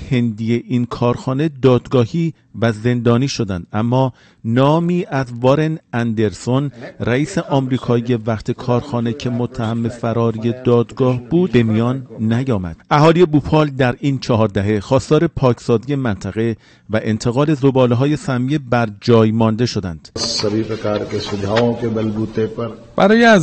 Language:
Tajik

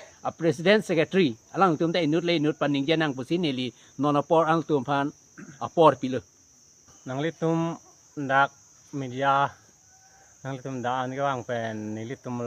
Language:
Karbi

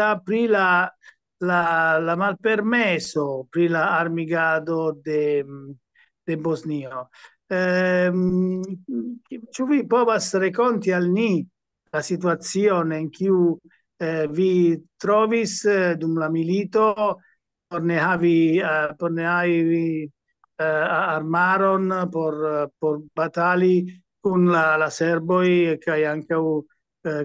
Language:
Esperanto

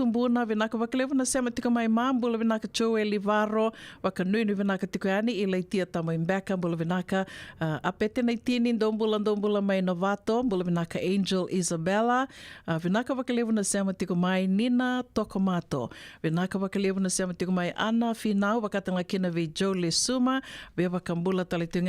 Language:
Fijian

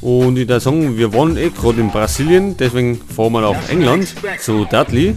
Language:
Bavarian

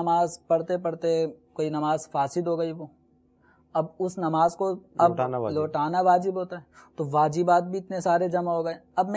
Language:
Urdu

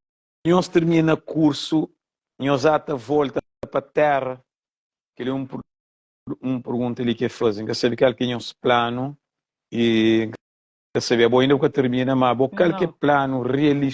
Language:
Kabuverdianu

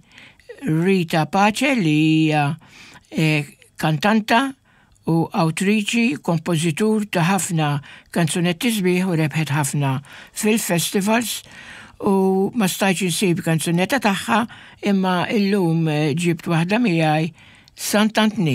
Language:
Maltese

